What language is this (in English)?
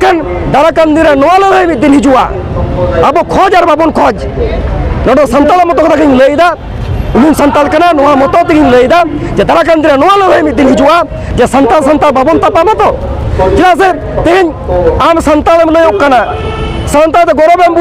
Santali